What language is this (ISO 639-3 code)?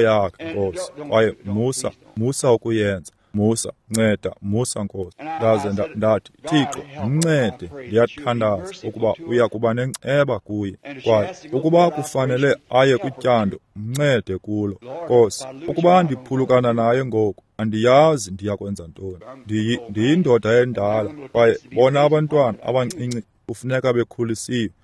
xho